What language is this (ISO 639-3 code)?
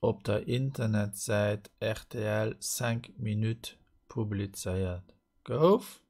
ltz